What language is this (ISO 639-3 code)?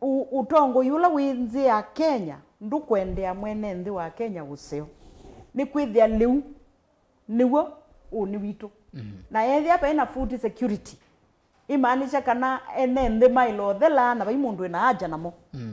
kam